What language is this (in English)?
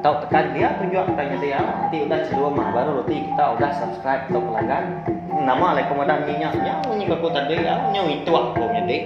Iban